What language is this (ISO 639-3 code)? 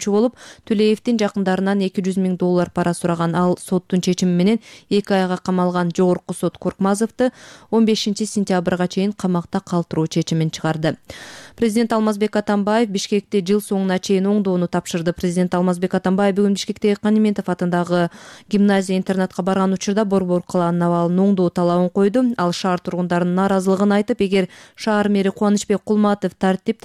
kir